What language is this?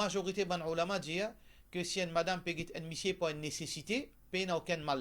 Morisyen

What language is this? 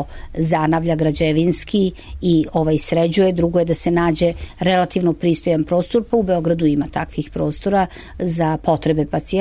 Serbian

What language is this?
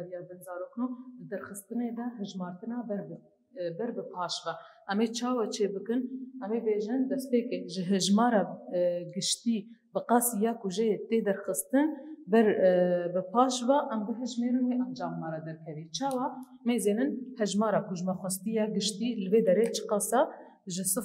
Kurdish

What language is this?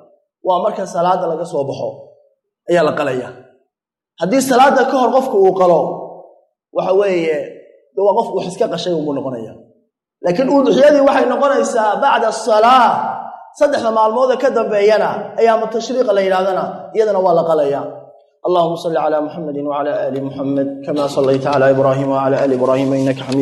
Somali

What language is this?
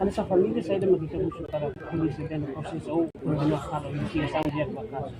Tetum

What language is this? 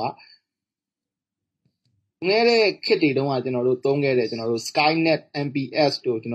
Burmese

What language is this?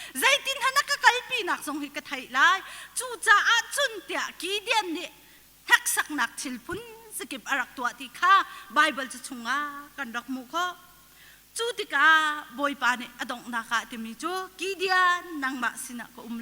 Hakha Chin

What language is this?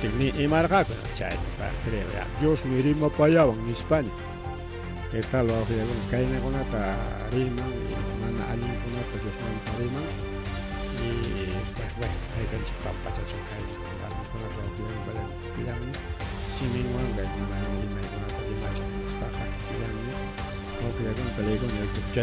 Ayacucho Quechua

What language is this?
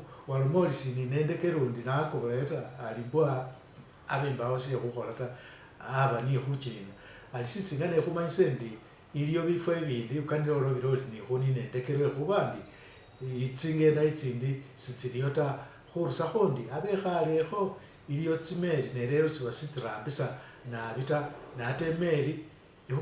Masaaba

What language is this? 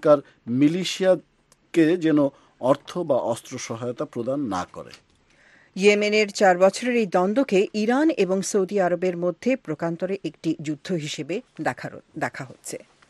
Bangla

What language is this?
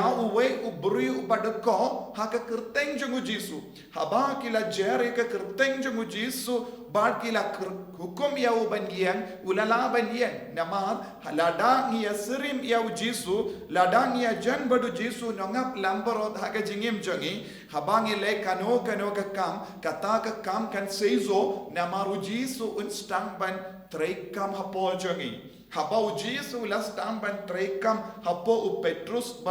Khasi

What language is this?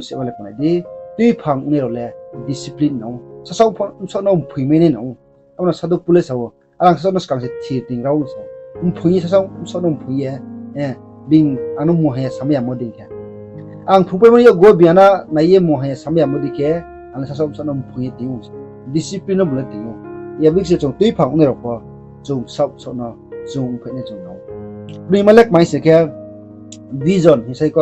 Riang (India)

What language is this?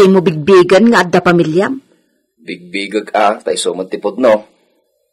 Iloko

